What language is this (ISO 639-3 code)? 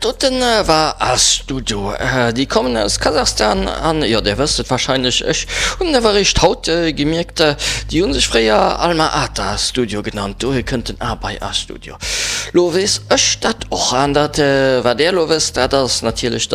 ltz